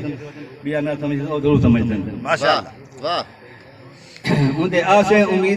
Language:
Saraiki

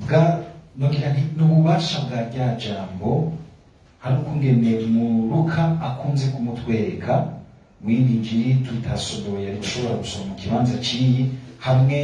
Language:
Rundi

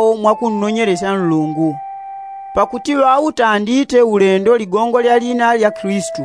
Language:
Yao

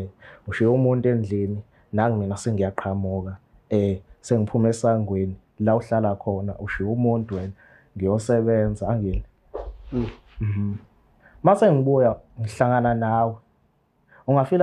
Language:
Zulu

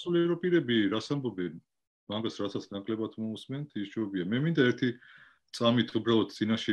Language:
Georgian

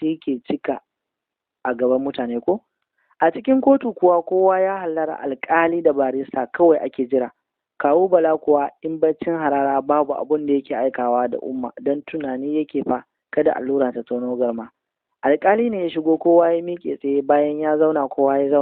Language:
Hausa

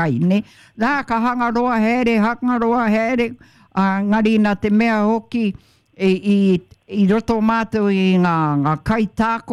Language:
Māori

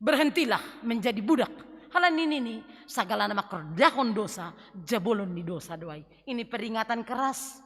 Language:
Batak Simalungun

